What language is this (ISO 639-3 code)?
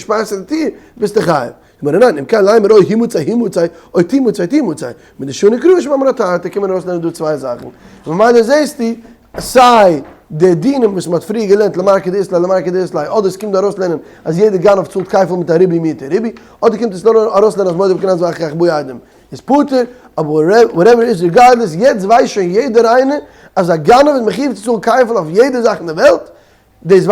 yid